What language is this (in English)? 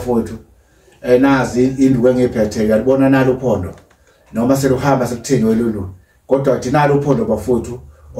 Zulu